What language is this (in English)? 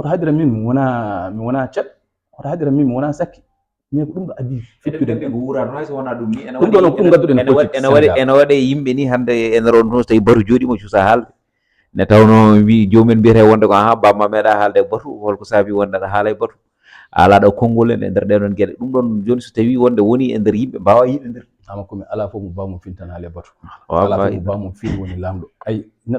Fula